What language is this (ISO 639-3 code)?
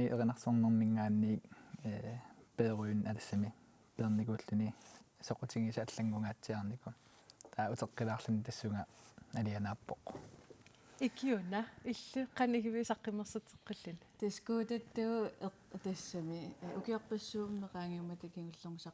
kal